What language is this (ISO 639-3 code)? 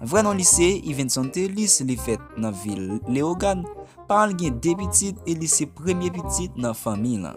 hat